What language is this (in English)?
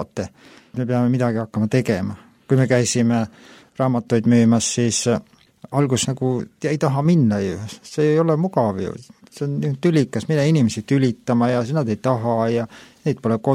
Estonian